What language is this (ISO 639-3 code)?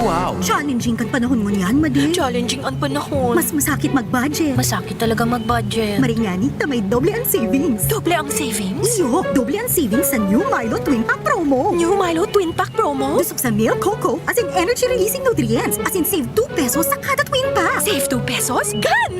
bik